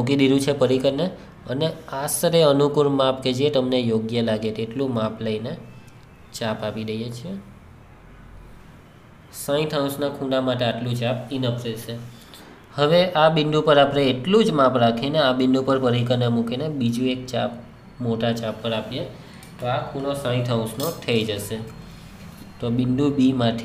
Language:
Gujarati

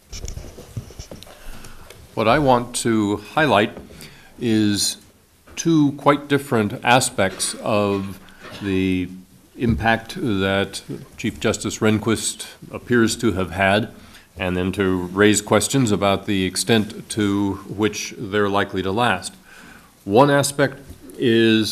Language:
English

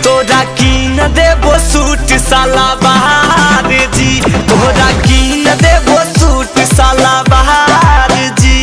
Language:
Magahi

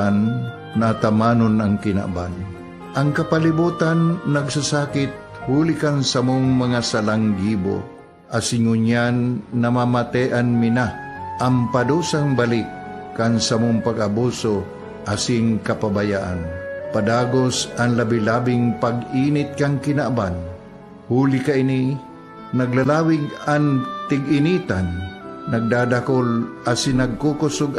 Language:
Bikol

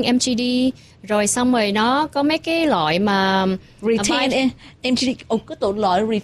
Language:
Vietnamese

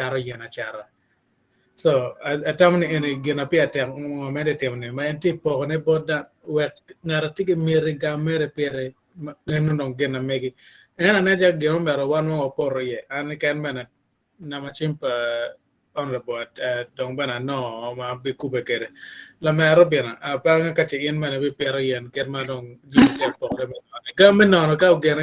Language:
Acoli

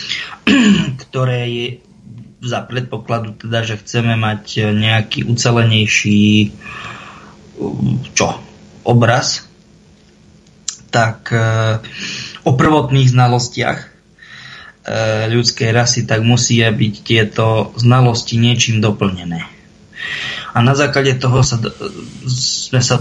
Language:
Slovak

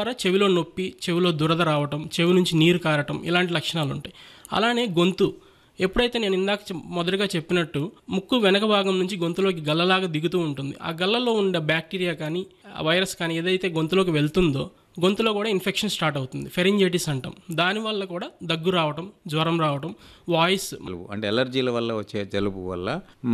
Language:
Telugu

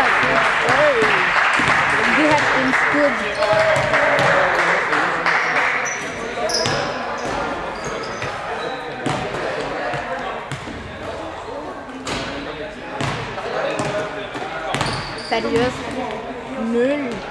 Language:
Norwegian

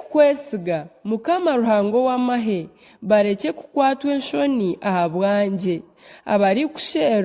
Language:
Nyankole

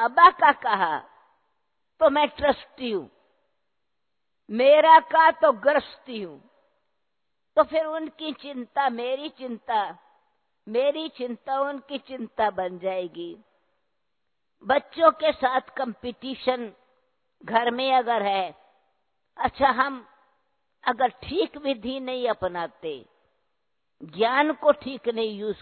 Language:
Hindi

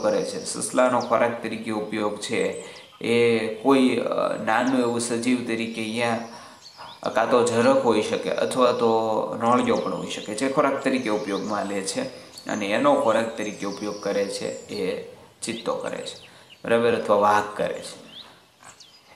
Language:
Gujarati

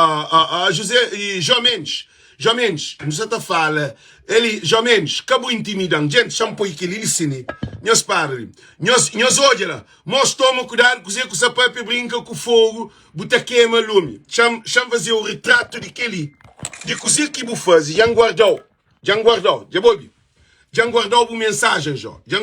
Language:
Kabuverdianu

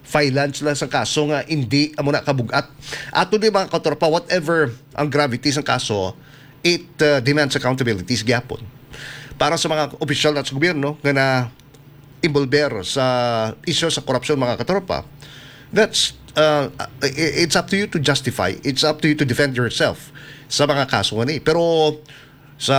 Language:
Hiligaynon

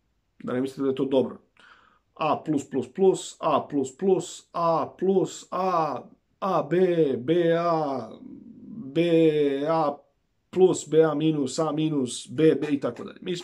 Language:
Serbian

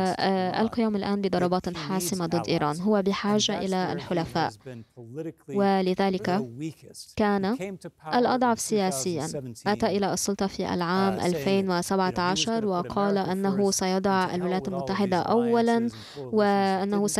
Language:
Arabic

